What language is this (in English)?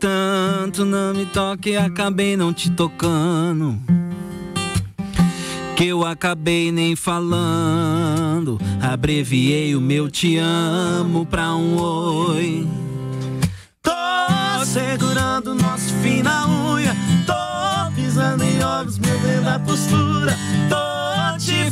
Portuguese